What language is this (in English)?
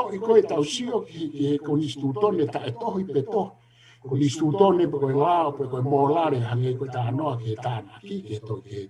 Tongan